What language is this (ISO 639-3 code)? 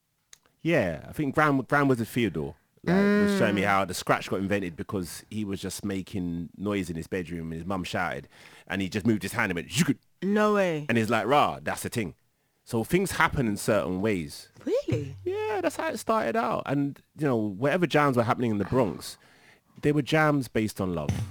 eng